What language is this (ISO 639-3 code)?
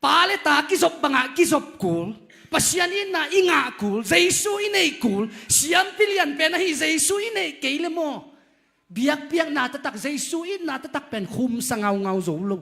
ctd